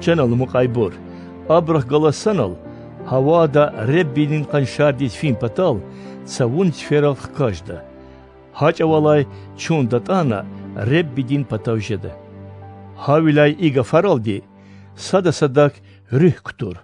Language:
Lezghian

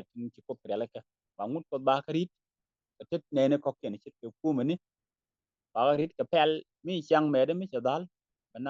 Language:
Nuer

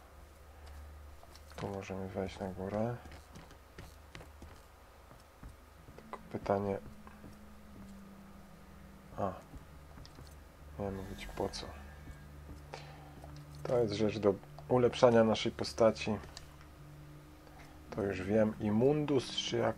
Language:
Polish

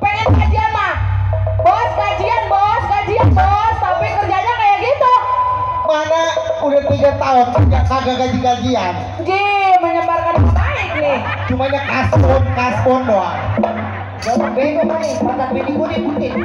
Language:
Betawi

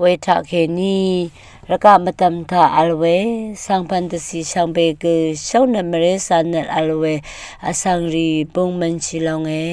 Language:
Rawang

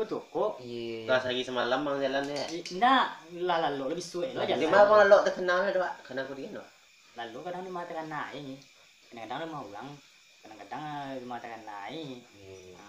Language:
Minangkabau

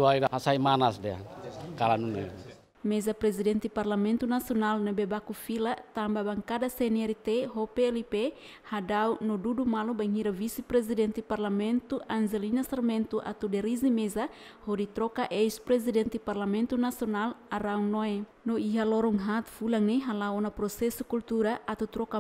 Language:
Tetum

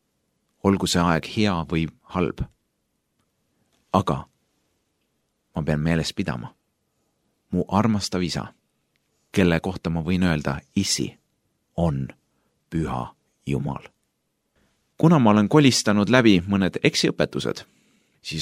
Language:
Estonian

